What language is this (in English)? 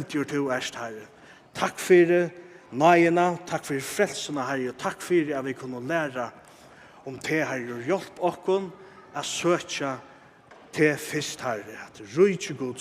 Faroese